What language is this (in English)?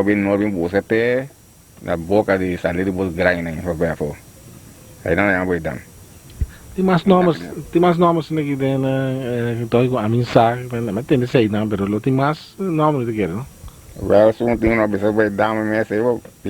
Papiamento